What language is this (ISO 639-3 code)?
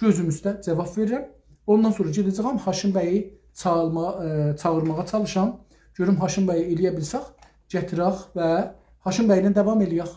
azb